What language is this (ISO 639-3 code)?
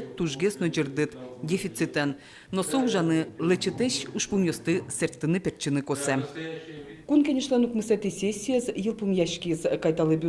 udm